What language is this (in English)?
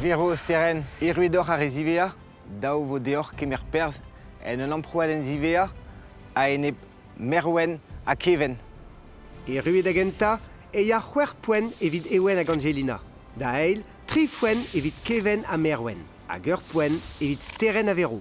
Breton